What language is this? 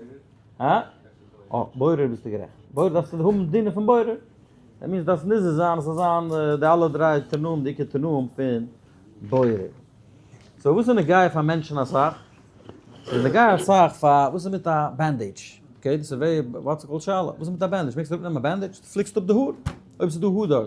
Yiddish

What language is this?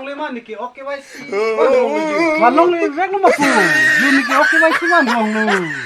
Karbi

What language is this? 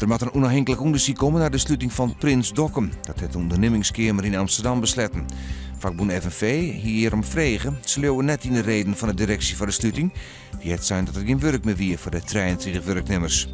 Western Frisian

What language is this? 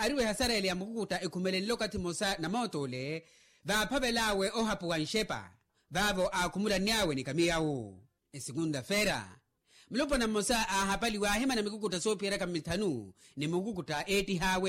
Makhuwa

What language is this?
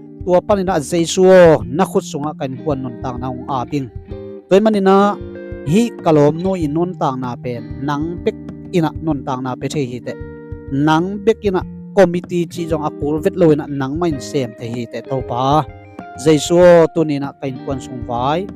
Tedim Chin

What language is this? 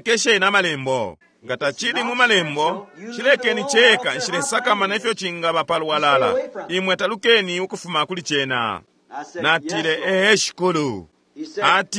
Bemba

